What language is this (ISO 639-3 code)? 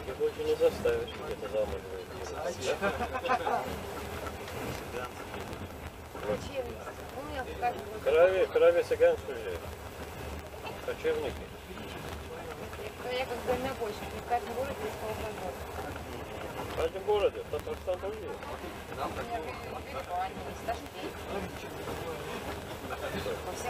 rus